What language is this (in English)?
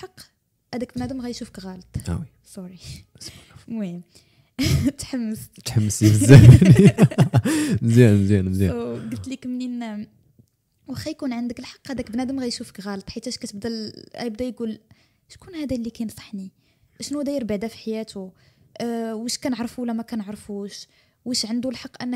Moroccan Arabic